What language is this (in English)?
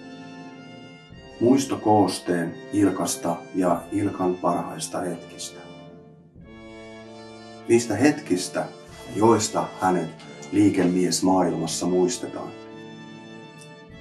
Finnish